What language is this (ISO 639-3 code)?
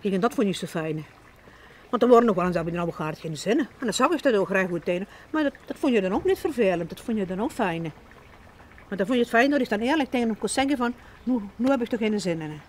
lim